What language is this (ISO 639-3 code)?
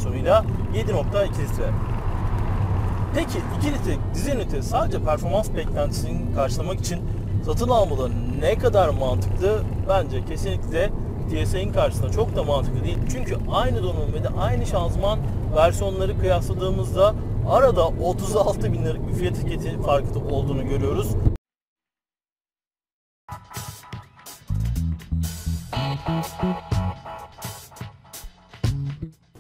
tur